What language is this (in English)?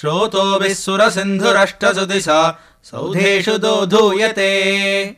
Sanskrit